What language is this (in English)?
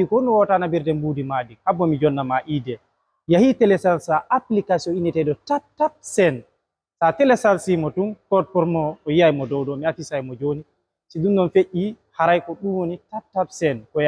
Fula